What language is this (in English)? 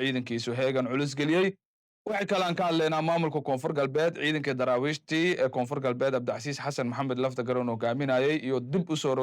Somali